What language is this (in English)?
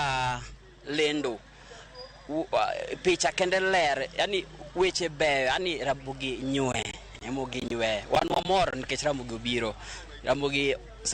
Luo (Kenya and Tanzania)